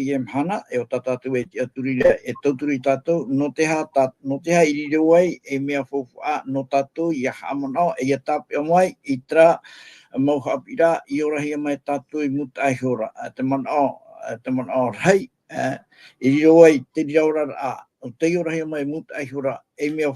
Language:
Tahitian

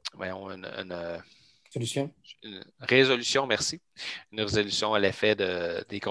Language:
French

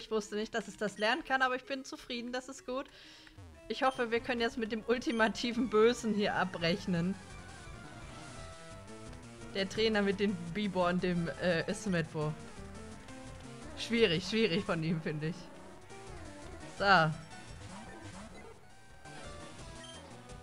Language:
German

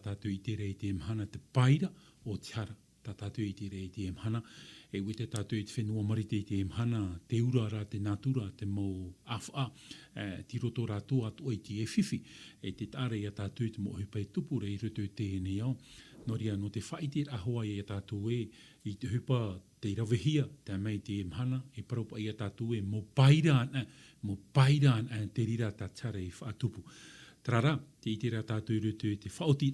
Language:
Tahitian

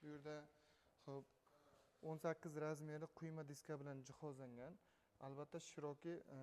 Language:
Uzbek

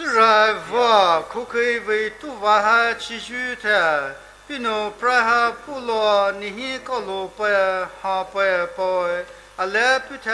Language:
Poumei Naga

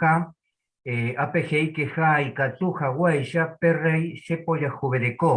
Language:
Guarani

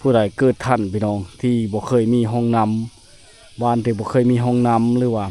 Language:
Lao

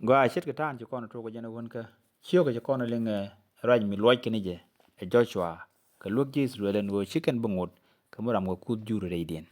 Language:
Nuer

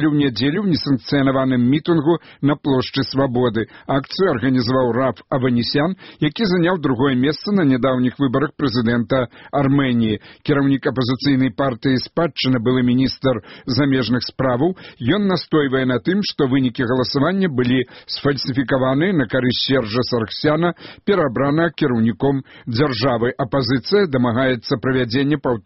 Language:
Belarusian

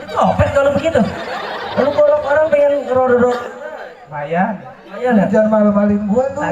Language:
Betawi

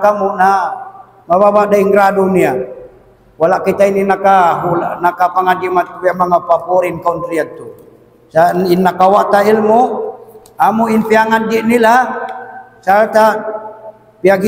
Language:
Tausug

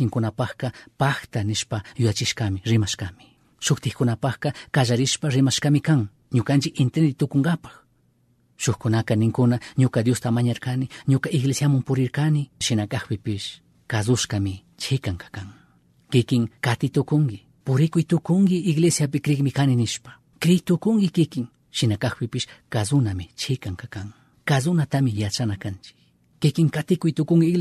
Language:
Chimborazo Highland Quichua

